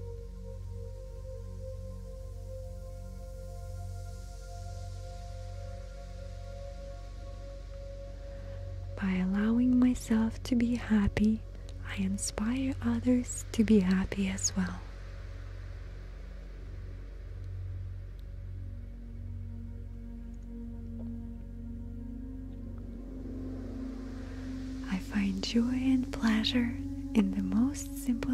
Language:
English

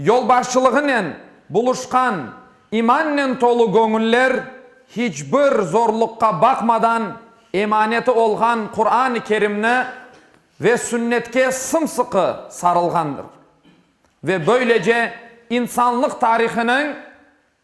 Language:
Crimean Tatar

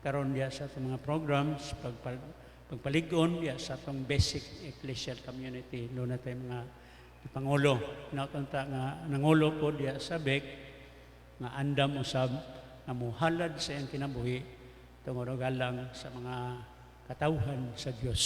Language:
Cebuano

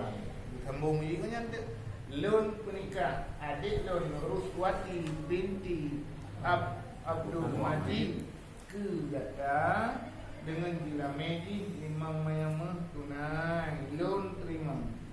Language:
Achinese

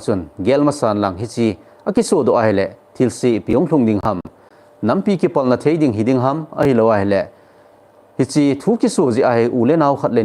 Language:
Thado Chin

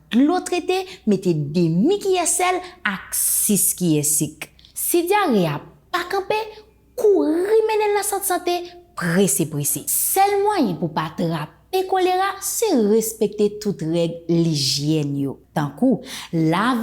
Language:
Haitian Creole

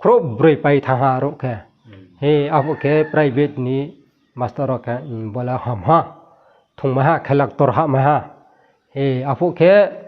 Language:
Riang (India)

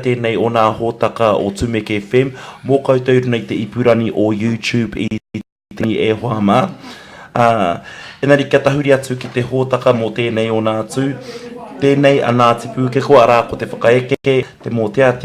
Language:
Māori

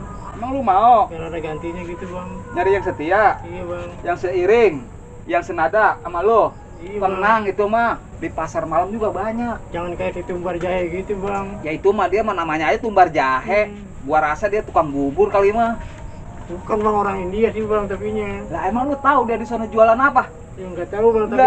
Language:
Betawi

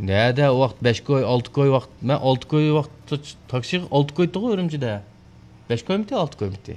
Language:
Uyghur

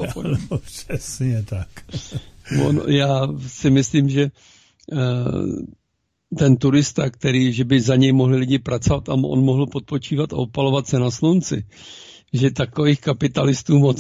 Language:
Czech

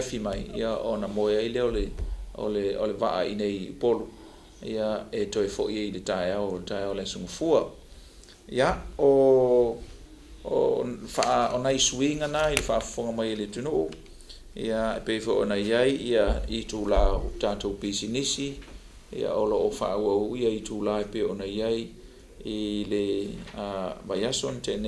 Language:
Samoan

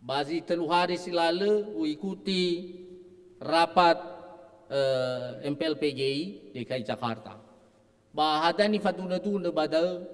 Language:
Nias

